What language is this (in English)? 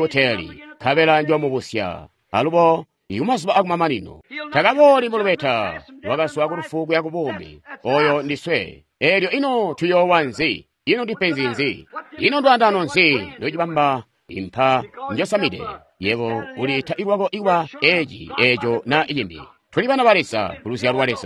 Tonga (Zambia)